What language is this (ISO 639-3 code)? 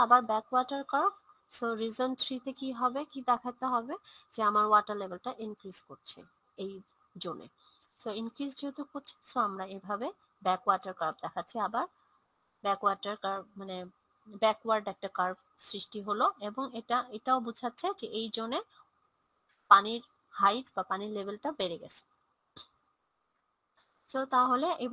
ben